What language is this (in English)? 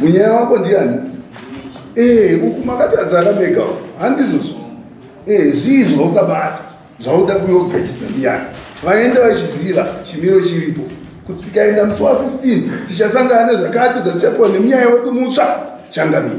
Shona